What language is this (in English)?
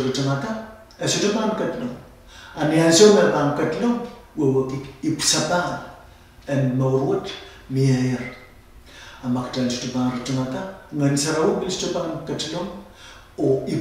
Pohnpeian